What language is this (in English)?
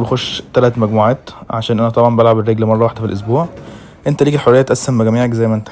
Egyptian Arabic